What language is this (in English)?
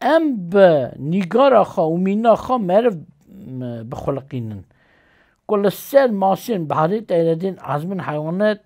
Kurdish